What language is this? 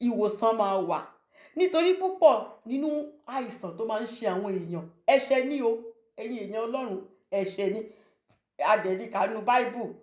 Yoruba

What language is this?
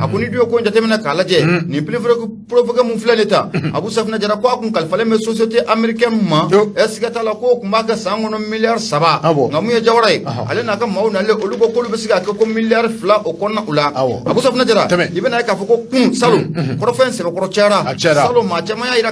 Bambara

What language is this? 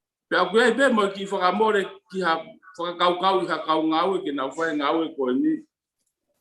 Tongan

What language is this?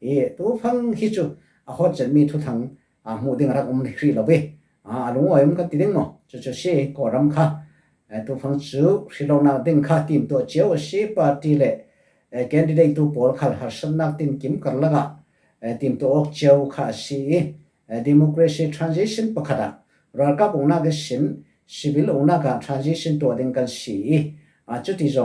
Falam Chin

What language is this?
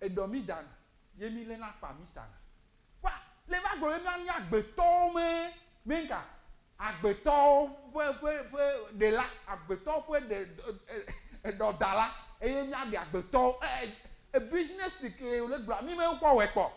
Ewe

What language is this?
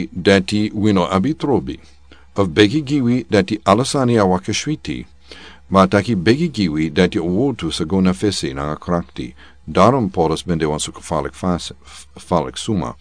Sranan Tongo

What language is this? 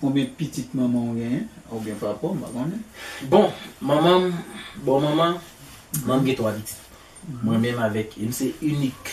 Haitian Creole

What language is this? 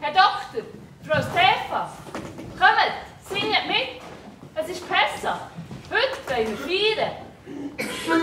Swiss German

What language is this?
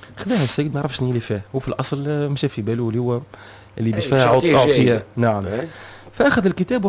Tunisian Arabic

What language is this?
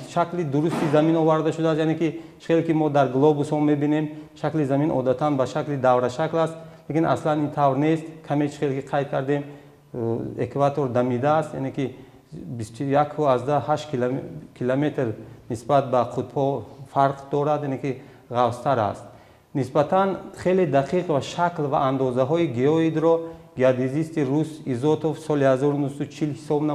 Tajik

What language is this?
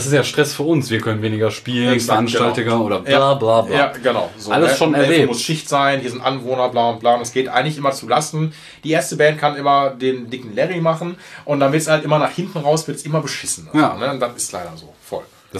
German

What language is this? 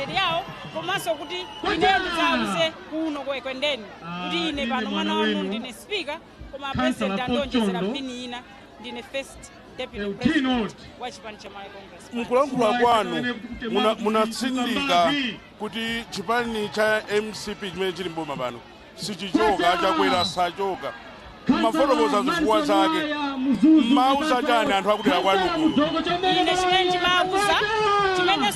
Nyanja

